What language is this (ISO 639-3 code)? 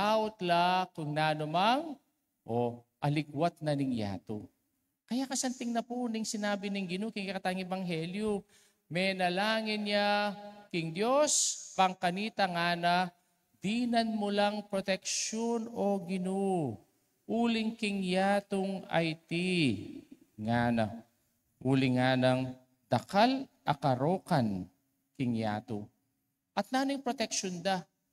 pam